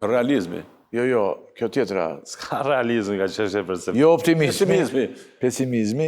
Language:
Albanian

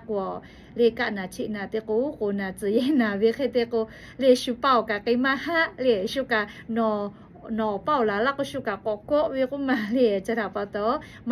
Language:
Lahu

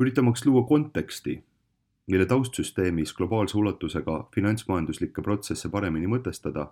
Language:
Estonian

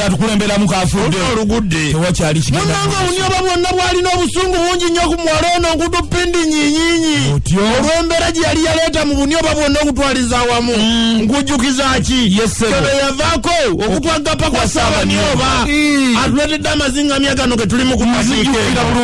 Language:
Ganda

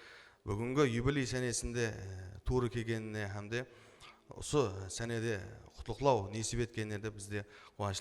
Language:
Kara-Kalpak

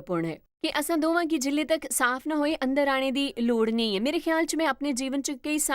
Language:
Dogri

